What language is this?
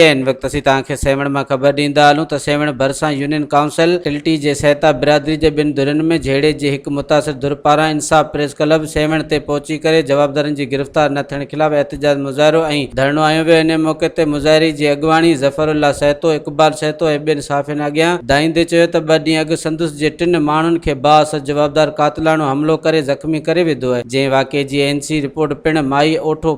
Sindhi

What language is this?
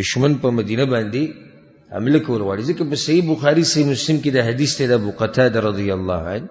Pashto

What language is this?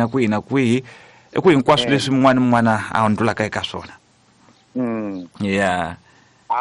Tsonga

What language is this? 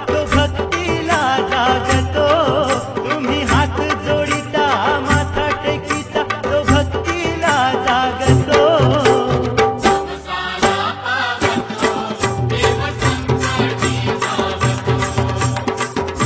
Marathi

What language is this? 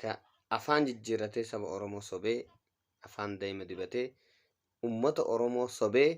Oromo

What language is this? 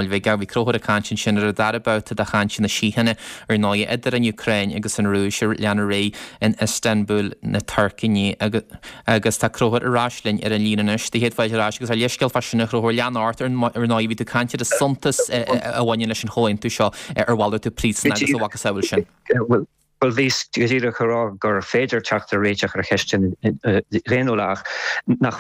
Irish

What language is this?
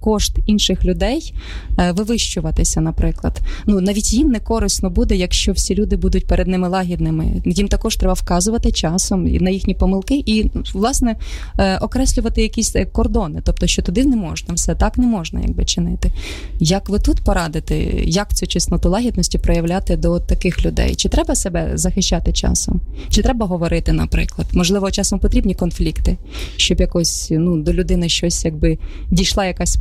Ukrainian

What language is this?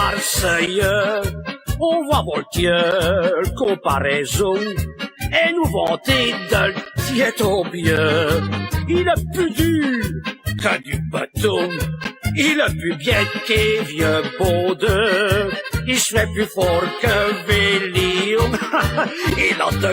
Picard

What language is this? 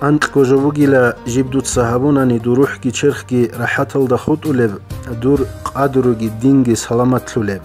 Avaric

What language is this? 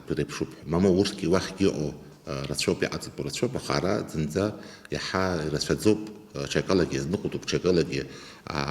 Abkhazian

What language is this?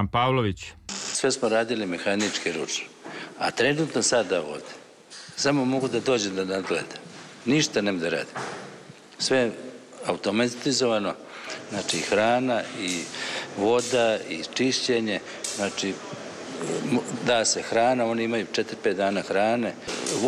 Serbian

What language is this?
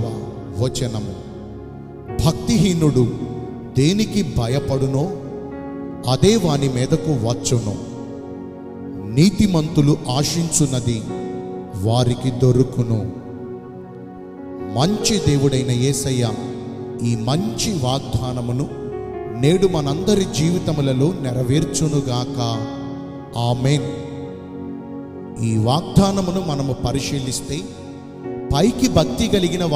Telugu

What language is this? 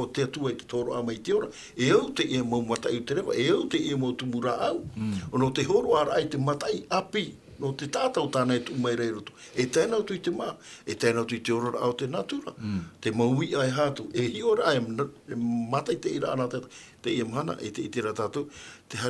Tahitian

